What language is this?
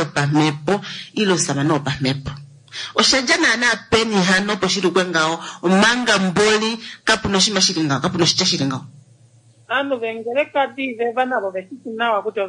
Kuanyama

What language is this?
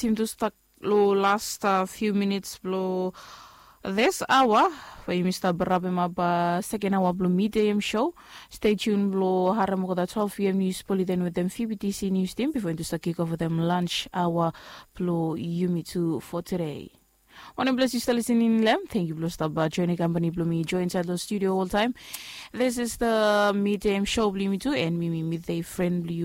Bislama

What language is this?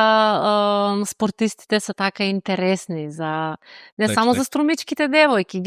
Macedonian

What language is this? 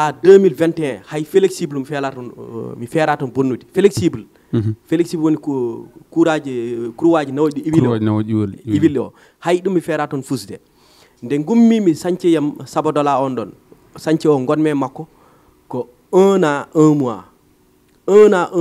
Fula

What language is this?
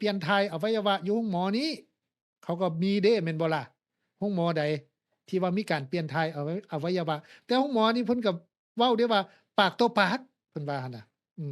Lao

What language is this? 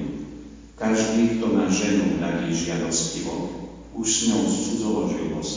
Slovak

